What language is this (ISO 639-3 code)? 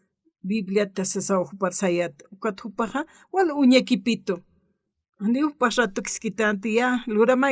aym